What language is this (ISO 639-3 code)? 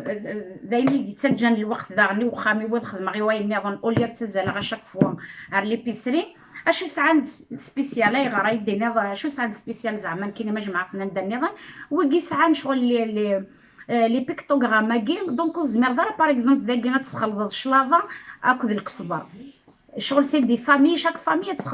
kab